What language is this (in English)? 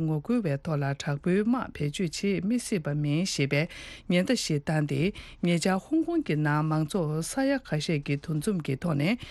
Tibetan